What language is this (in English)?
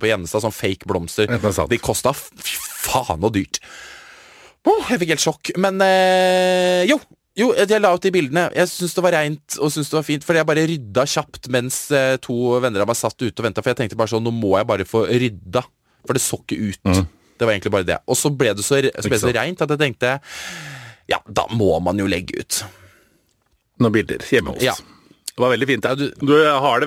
Norwegian